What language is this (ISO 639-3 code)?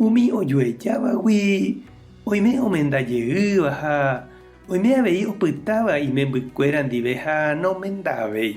grn